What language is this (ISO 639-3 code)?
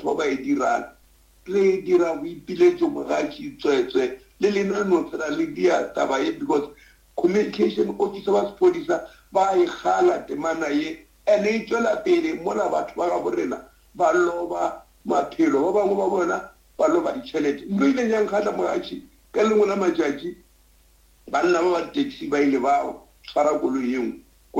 nso